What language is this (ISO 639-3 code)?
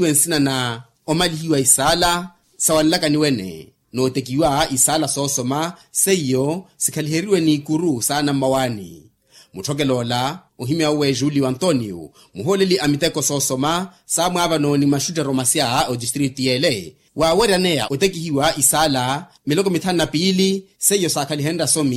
vmw